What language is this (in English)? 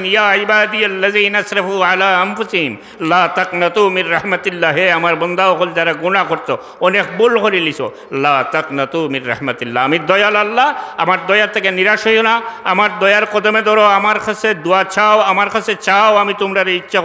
Sylheti